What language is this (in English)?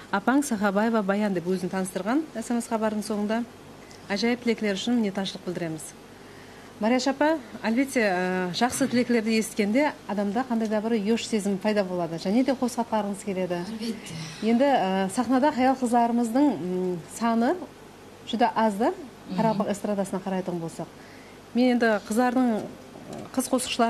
Kara-Kalpak